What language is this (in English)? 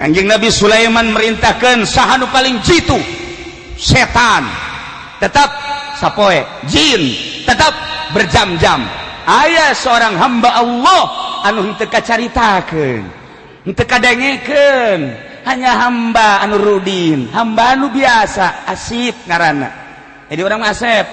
Sundanese